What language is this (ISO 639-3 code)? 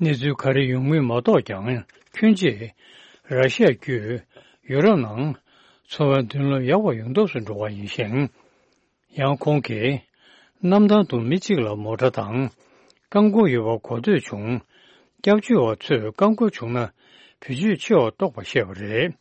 bod